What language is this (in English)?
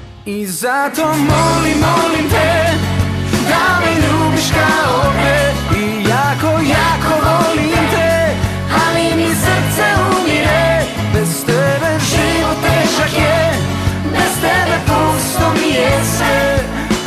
Serbian